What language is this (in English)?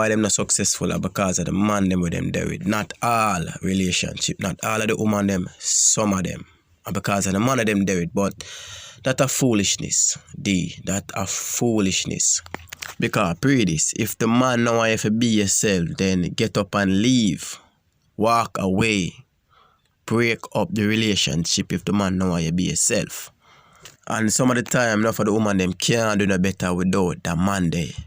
Jamaican Creole English